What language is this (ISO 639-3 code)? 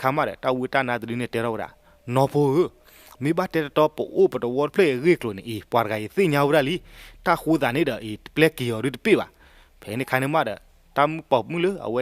ksw